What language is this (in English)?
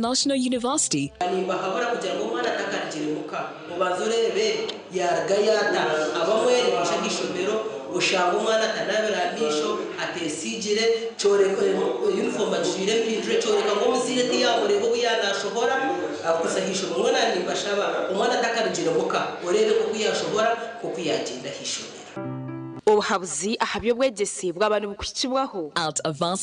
Nyankole